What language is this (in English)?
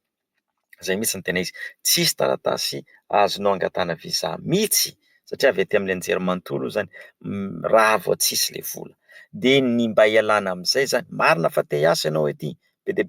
Malagasy